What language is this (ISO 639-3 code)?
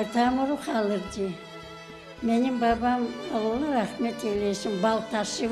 crh